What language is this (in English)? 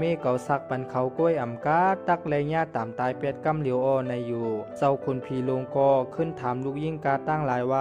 Shan